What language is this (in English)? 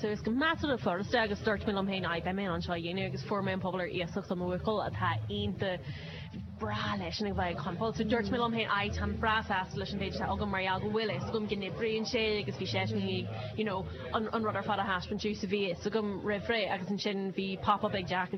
Irish